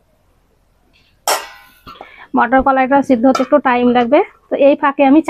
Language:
Bangla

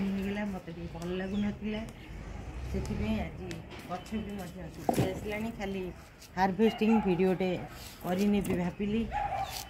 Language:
Odia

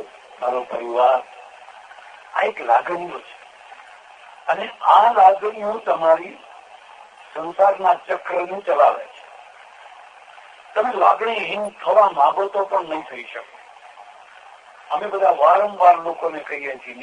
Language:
Gujarati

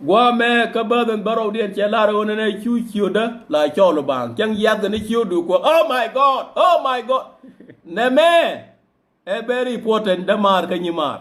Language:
Nuer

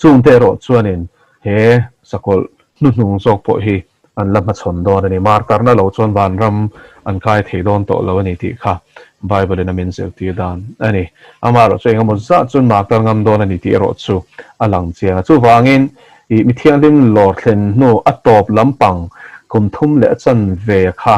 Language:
Mizo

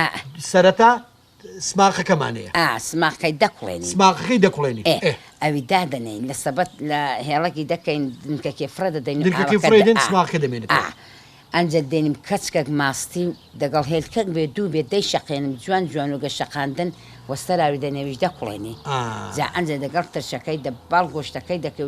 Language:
Central Kurdish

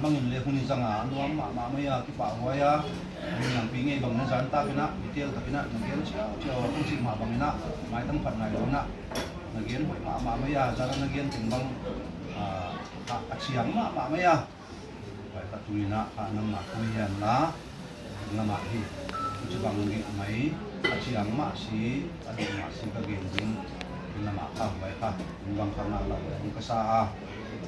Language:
Tedim Chin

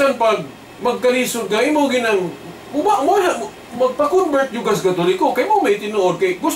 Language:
Cebuano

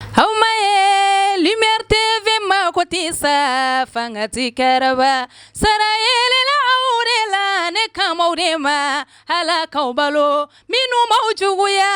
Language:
Bambara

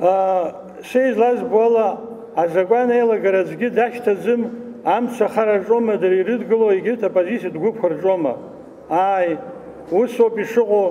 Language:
Abkhazian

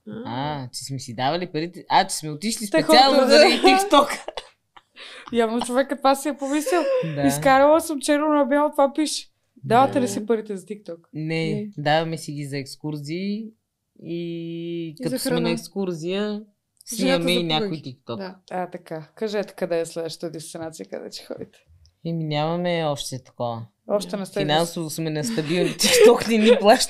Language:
Bulgarian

